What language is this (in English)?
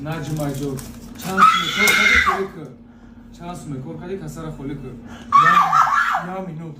Tajik